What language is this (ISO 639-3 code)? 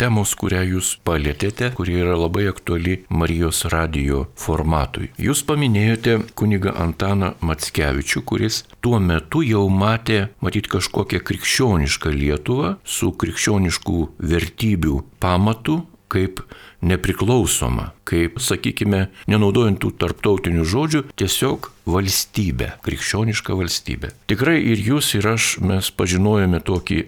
lit